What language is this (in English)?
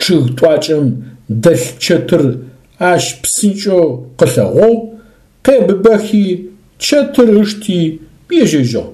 Adyghe